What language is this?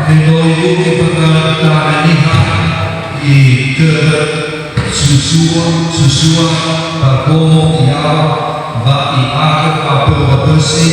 Nias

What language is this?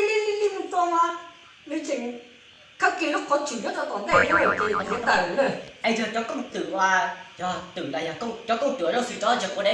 Hmong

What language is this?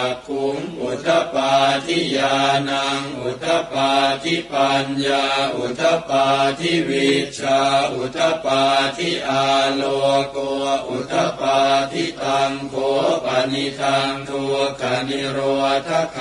Pali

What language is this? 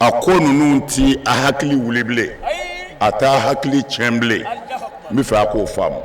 Bambara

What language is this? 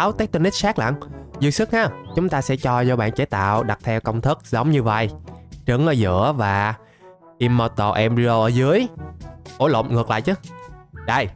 Vietnamese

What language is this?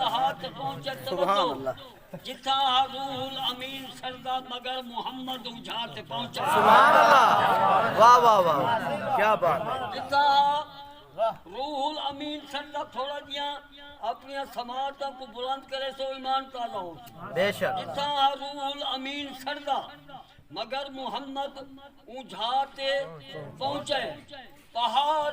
Saraiki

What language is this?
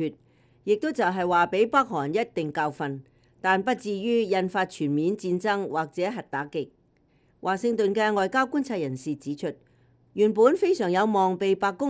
Cantonese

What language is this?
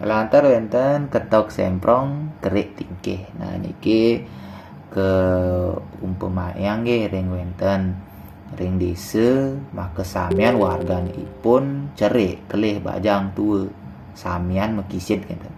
Balinese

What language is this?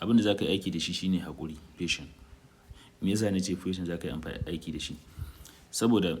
Hausa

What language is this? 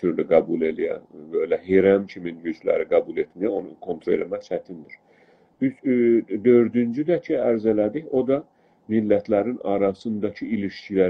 South Azerbaijani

